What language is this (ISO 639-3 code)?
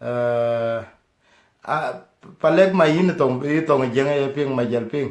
din